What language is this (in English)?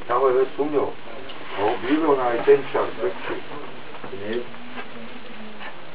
Bosnian